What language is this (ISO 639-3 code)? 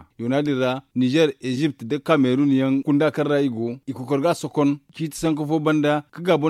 dje